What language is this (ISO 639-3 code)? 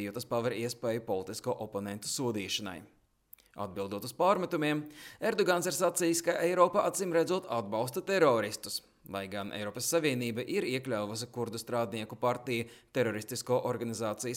lav